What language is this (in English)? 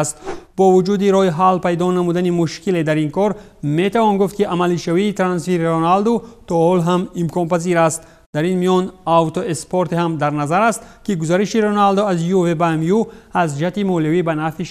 Tajik